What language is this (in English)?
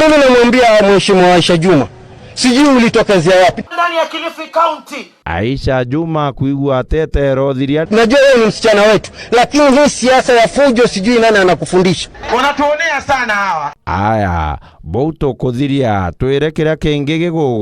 Meru